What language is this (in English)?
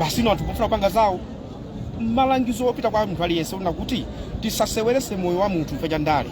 Nyanja